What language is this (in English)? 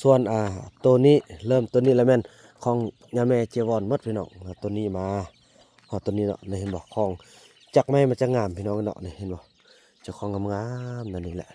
Lao